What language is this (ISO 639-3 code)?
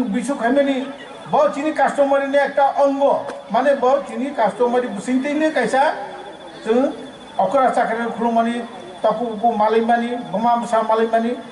trp